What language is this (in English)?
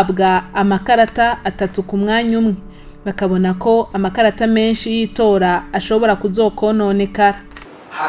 Rundi